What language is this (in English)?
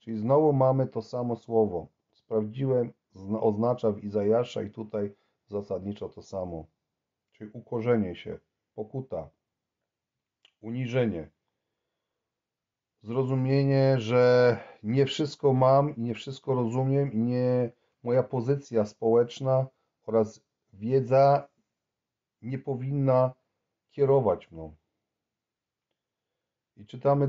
Polish